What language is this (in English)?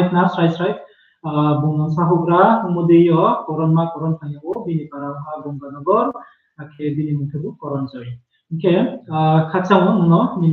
Riang (India)